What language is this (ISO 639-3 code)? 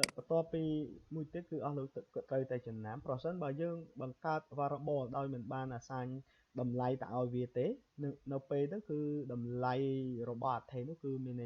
khm